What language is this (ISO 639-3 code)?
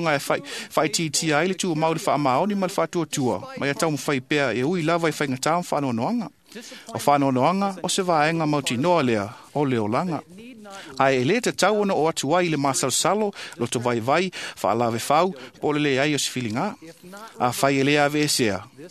smo